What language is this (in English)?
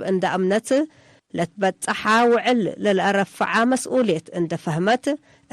Tigre